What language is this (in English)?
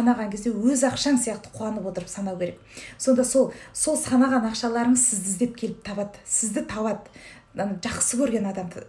Kazakh